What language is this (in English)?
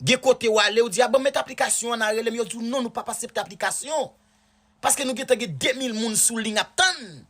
Haitian Creole